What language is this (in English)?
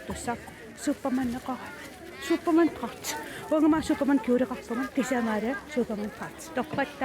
Kalaallisut